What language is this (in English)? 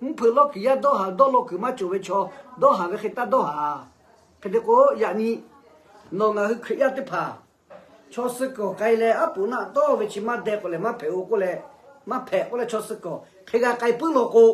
Lahu